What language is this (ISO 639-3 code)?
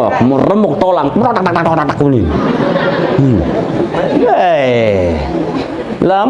sas